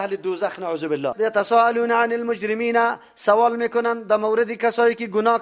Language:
Persian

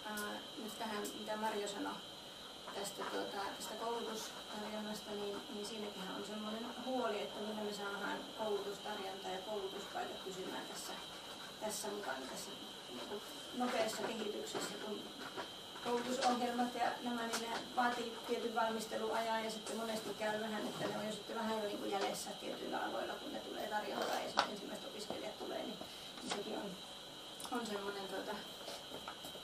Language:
Finnish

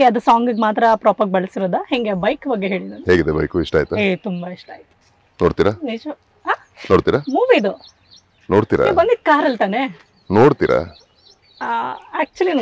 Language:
Kannada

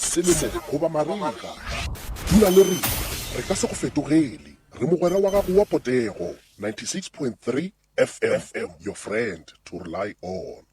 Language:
Northern Sotho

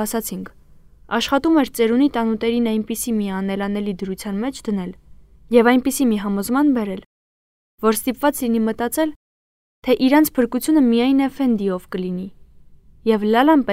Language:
Armenian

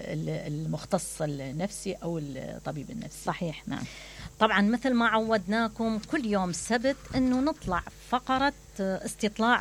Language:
Mesopotamian Arabic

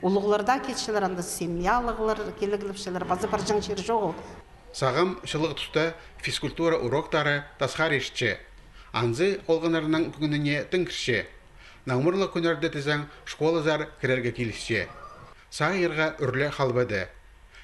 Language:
Khakas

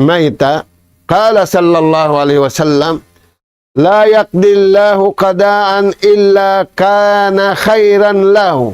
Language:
Tausug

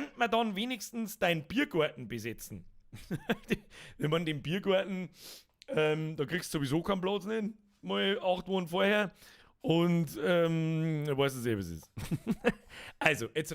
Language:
Bavarian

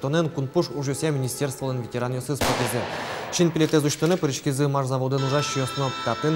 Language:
Udmurt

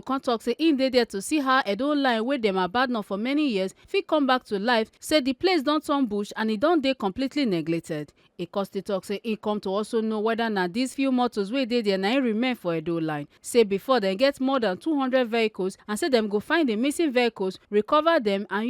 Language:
Nigerian Pidgin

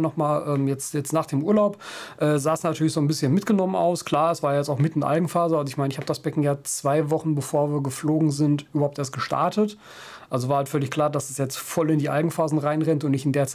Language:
German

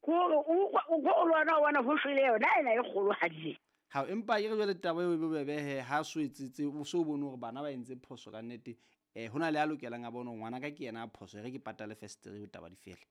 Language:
Southern Sotho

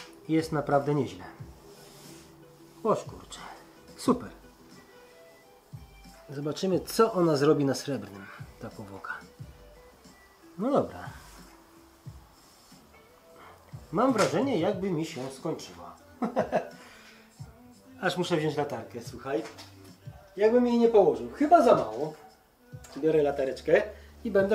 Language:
Polish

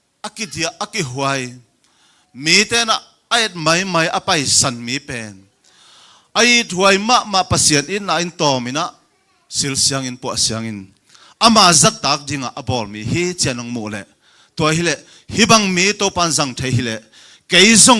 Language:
Tedim Chin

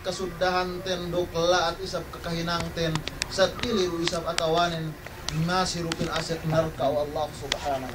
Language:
Yakan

